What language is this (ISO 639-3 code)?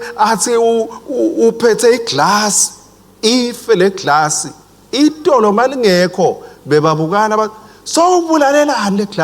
ssw